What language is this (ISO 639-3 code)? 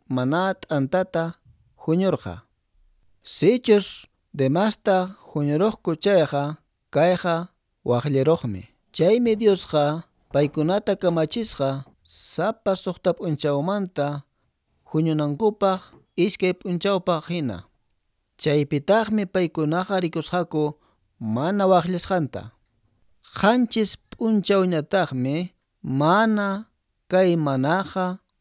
que